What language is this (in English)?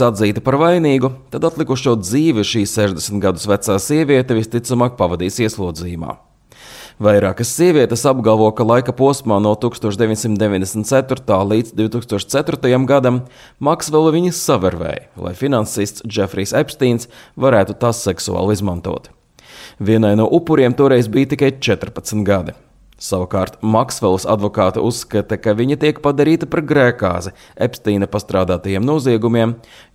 Latvian